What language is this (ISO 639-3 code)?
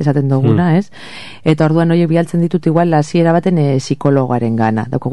eus